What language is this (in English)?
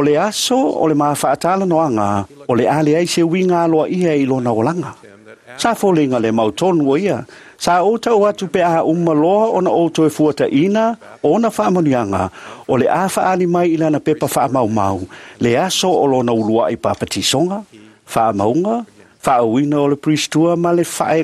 Samoan